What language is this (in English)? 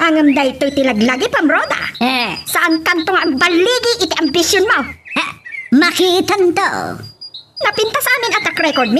Iloko